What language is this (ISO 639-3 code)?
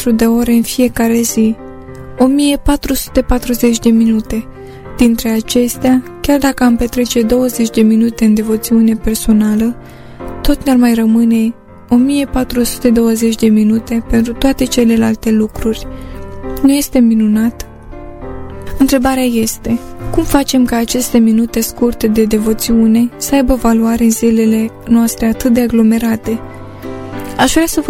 ron